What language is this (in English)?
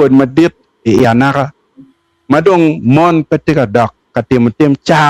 Acoli